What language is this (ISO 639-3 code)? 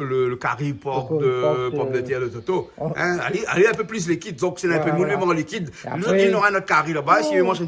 rcf